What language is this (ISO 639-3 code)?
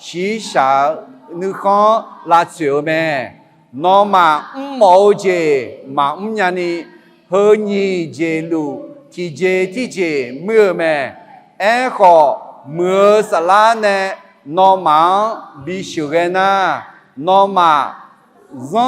ahk